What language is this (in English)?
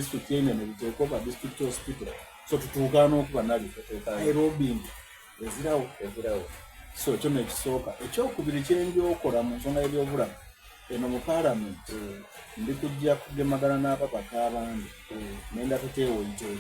Soga